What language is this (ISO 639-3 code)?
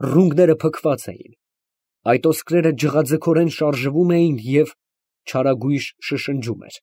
hye